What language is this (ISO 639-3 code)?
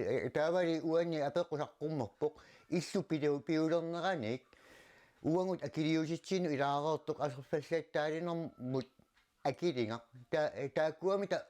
kal